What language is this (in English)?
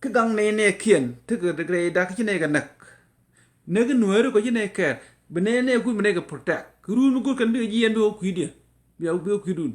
Nuer